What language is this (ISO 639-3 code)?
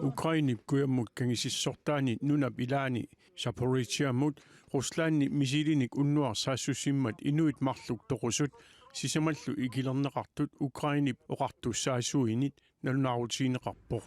kal